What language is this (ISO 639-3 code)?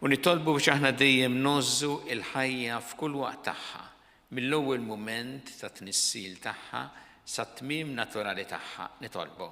mlt